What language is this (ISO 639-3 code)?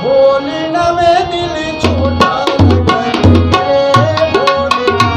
skr